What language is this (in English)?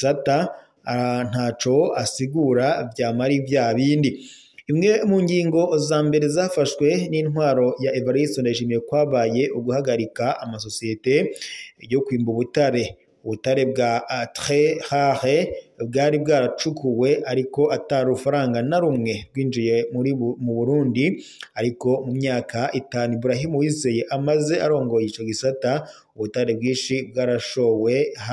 Rundi